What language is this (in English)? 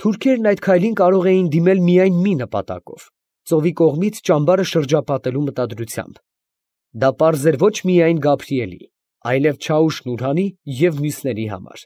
Armenian